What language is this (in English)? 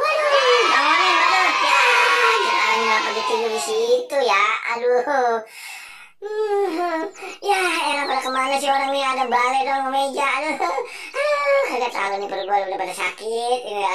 Betawi